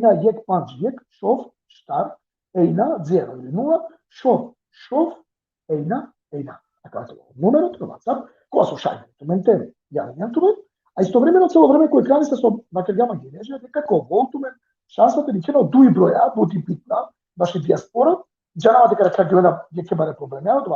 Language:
Balkan Romani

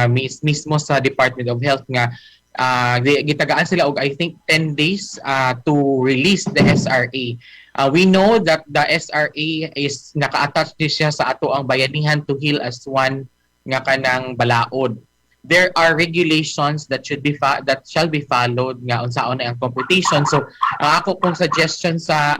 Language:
Cebuano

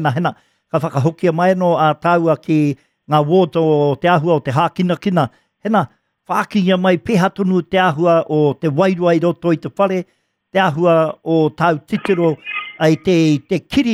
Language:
Māori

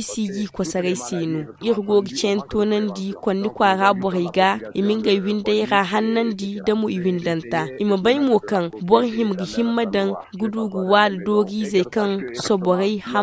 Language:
Zarma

